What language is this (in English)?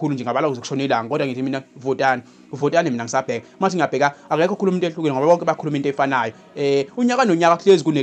Zulu